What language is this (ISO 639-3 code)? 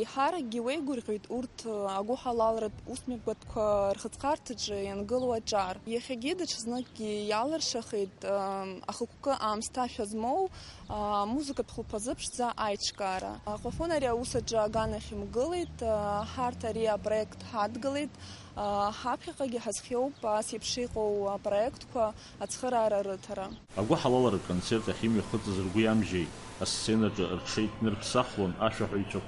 abk